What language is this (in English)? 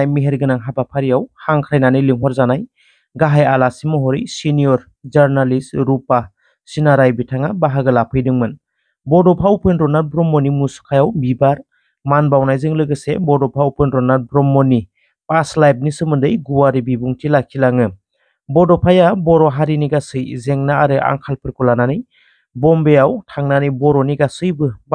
Bodo